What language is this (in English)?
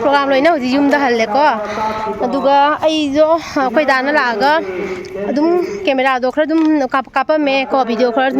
Manipuri